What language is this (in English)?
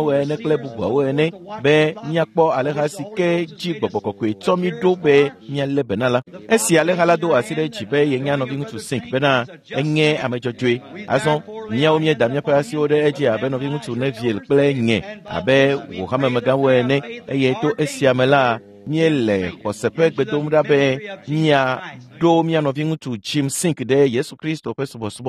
Ewe